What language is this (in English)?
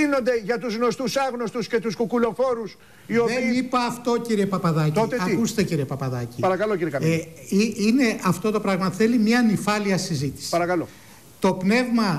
Greek